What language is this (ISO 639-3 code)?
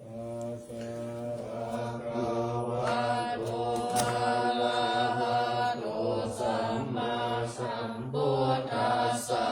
pli